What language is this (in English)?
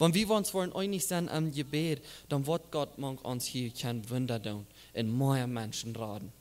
Plautdietsch